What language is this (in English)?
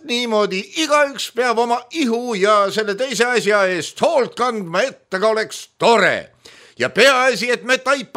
Estonian